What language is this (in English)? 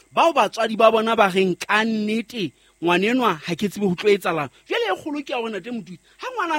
Southern Sotho